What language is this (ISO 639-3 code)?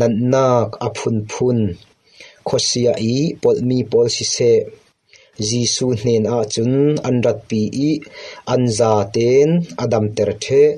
cfm